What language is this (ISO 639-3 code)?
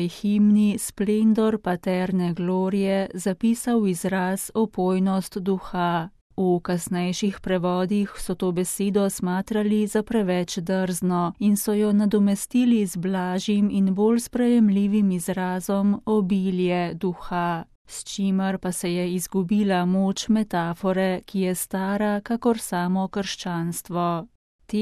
slv